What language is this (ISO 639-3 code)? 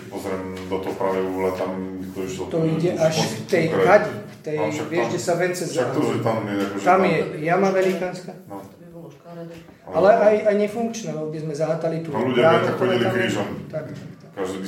slk